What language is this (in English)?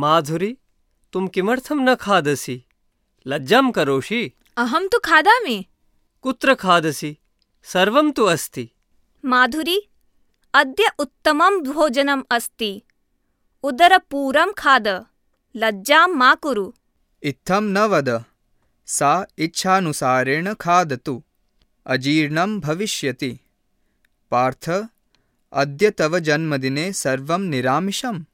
Sanskrit